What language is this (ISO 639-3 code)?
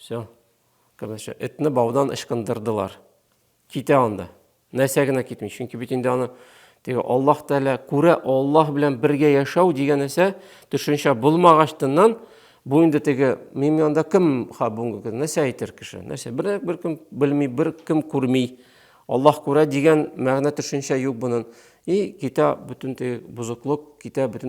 tat